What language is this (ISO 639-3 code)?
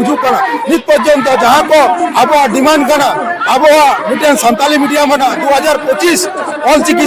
sat